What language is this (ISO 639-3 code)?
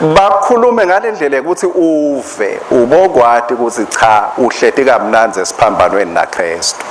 ssw